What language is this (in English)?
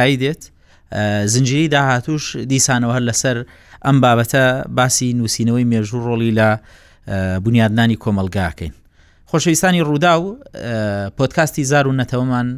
Central Kurdish